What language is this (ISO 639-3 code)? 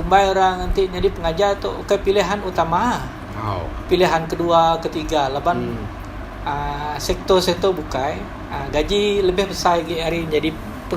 iba